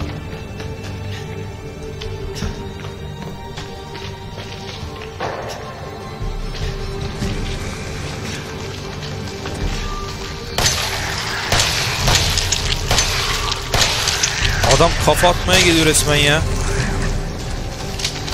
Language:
Turkish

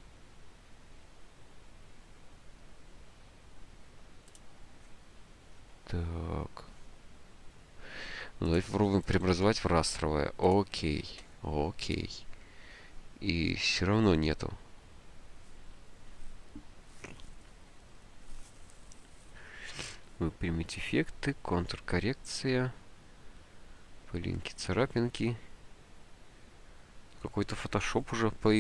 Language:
Russian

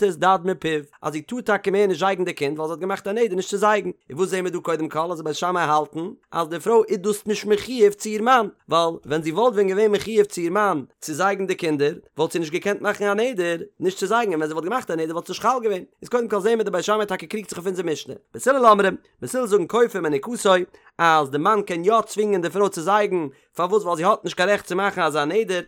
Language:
Yiddish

